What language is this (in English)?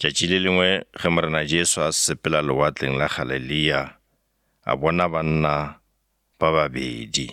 Northern Sotho